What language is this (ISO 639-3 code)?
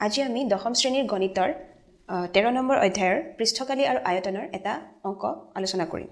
asm